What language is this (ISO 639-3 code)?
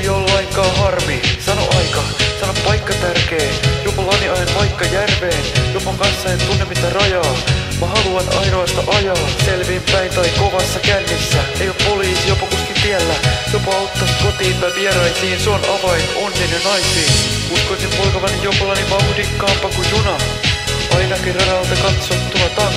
fin